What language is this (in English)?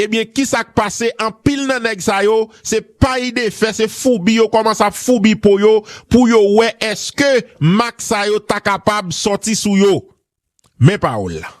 Haitian Creole